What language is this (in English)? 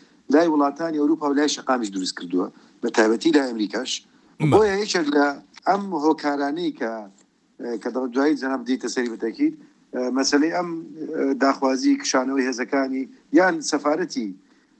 Central Kurdish